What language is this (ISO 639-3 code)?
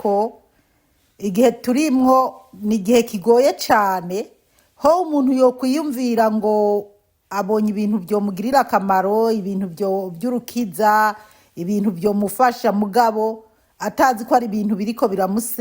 run